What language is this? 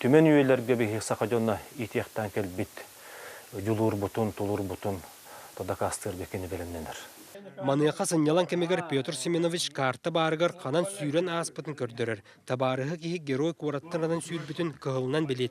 Yakut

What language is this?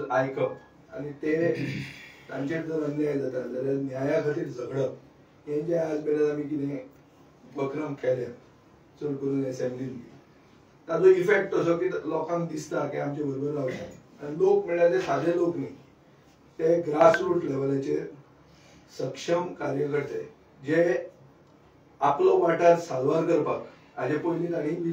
Konkani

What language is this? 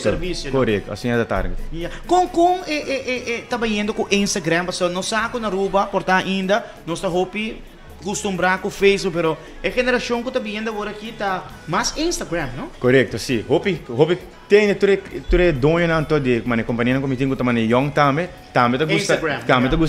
Papiamento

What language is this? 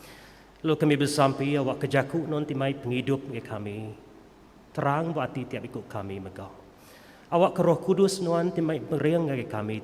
Iban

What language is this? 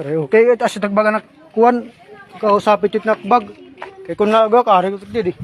Waray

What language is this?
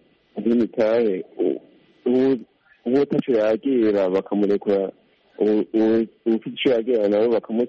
Kinyarwanda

